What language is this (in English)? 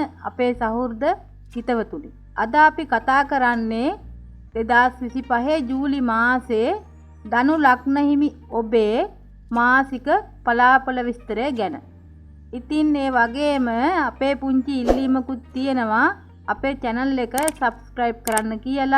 Sinhala